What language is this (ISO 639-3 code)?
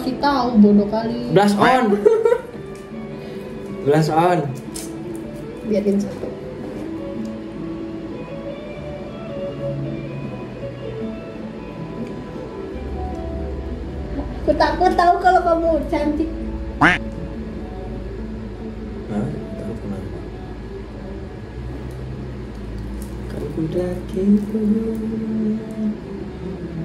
ind